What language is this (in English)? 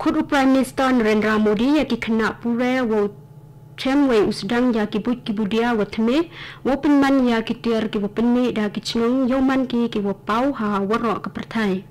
Khasi